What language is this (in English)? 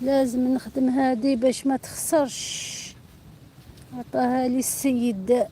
Algerian Arabic